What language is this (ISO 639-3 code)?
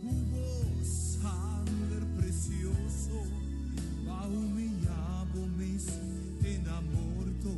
pap